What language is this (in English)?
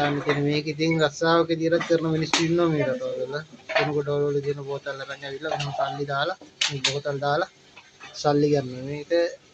Sinhala